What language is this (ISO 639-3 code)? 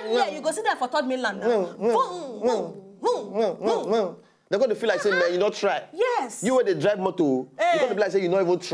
pcm